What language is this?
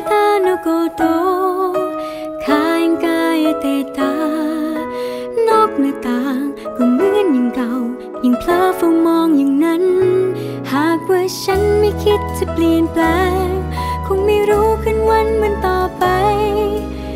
Thai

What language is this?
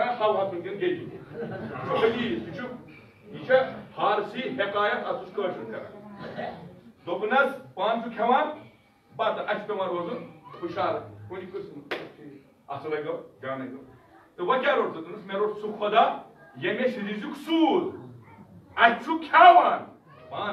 Kashmiri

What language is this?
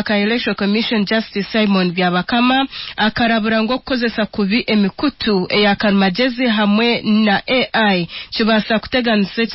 Nyankole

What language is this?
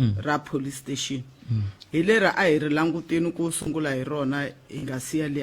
Tsonga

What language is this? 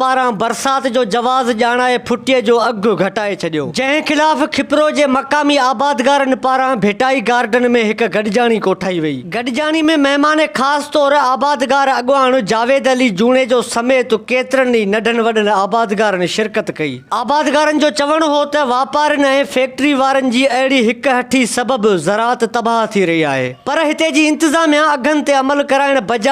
Sindhi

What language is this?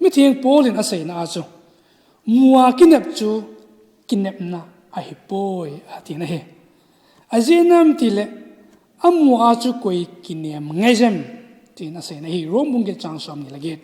Thado Chin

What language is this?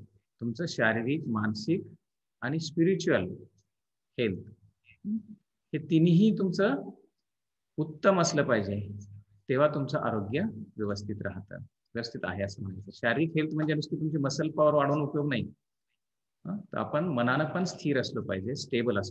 Marathi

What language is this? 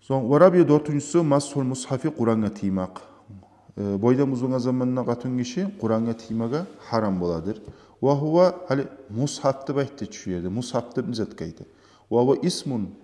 Kumyk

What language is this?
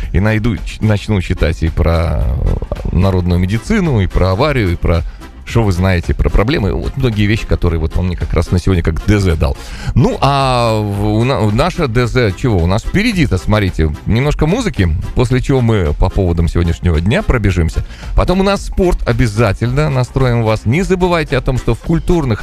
Russian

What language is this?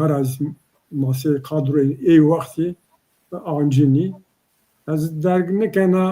Zaza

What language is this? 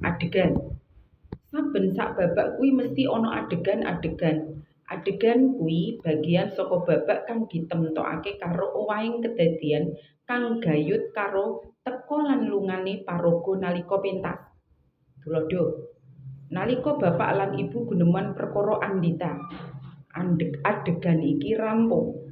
Javanese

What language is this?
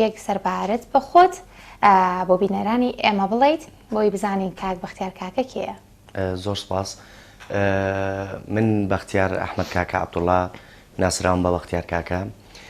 Central Kurdish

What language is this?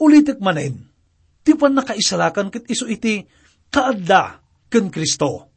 Iloko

